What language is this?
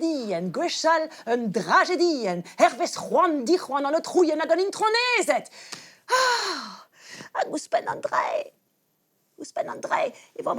Breton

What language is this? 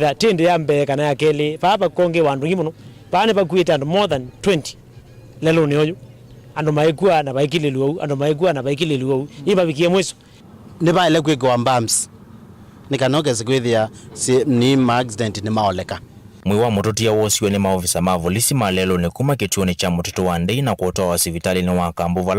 Kamba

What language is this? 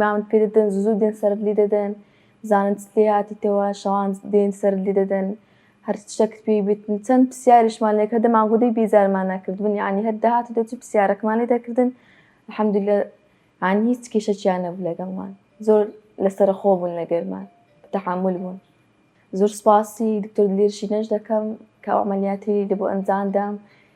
Central Kurdish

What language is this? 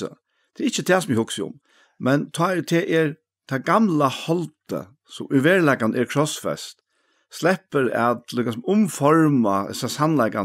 Faroese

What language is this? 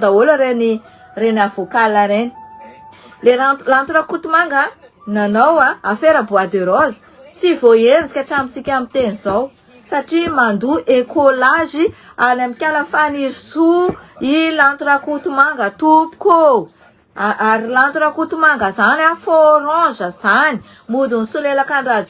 Malagasy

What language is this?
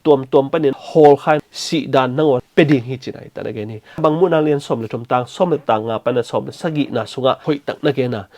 Tedim Chin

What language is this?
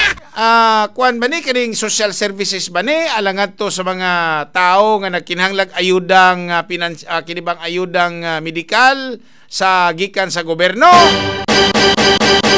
Cebuano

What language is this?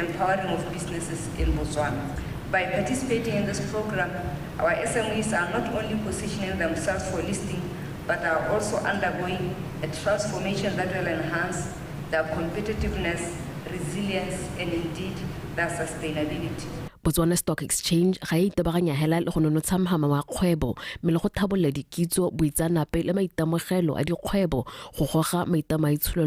Tswana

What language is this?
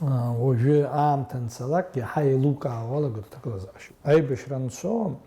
Abkhazian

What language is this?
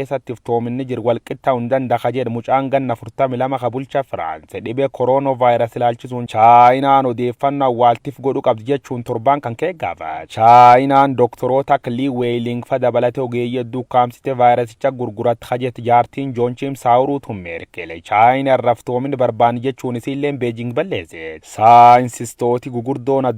Oromo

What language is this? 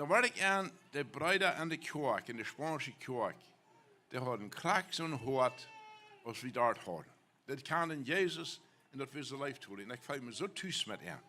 Plautdietsch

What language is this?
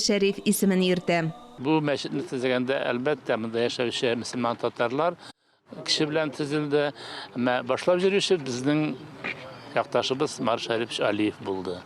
Tatar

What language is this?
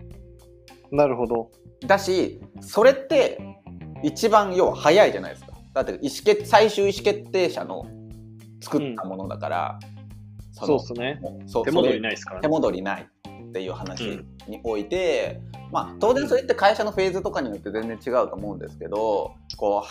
Japanese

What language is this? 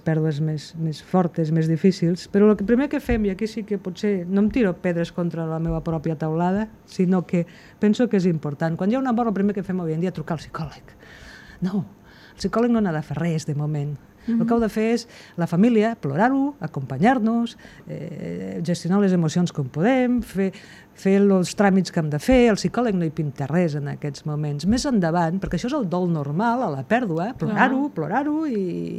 Catalan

